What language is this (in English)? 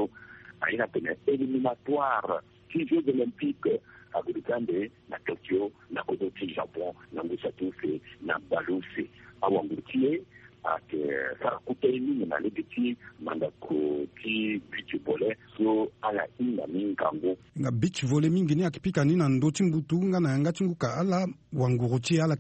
Sango